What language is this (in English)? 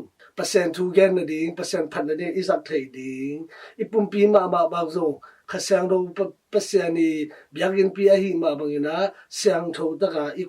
Tedim Chin